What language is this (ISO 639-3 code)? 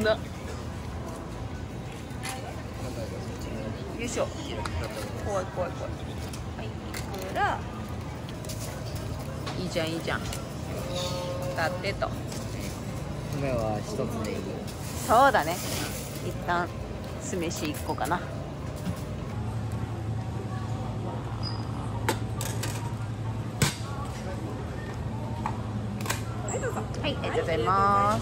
jpn